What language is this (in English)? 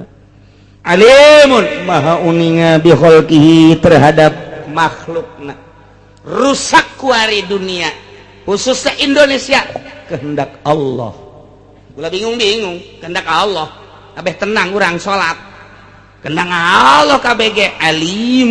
Sundanese